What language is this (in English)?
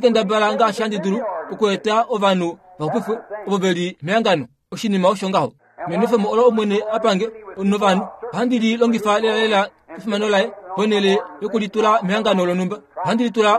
Kuanyama